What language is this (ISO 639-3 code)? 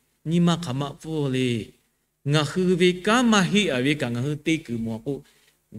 lhu